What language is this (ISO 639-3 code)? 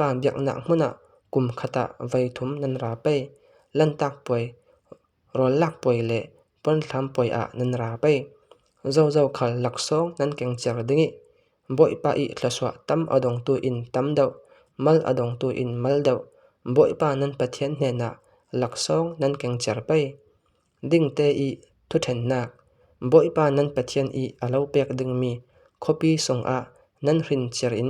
cfm